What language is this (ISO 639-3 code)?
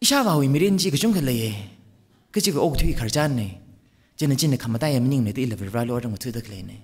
nmf